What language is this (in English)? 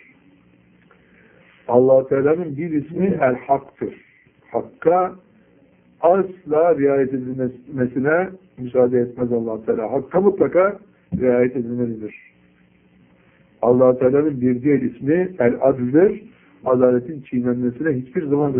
Turkish